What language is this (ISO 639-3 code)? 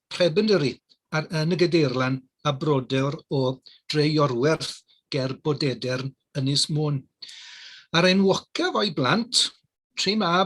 cym